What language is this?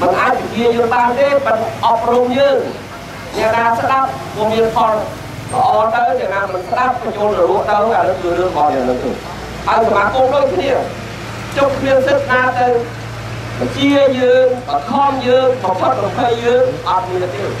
Khmer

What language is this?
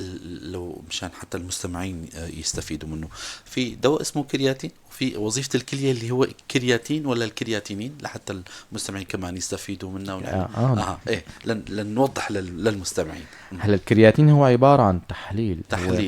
North Levantine Arabic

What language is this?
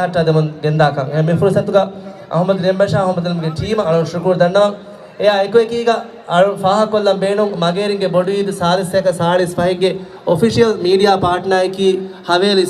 Divehi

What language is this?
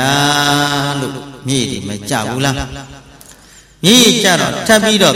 Burmese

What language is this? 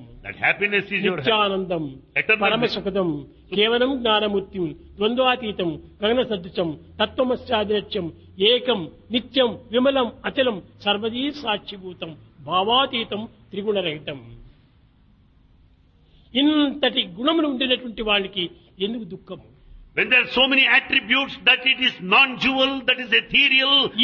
Telugu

